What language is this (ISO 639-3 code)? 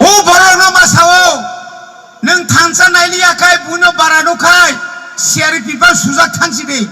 trp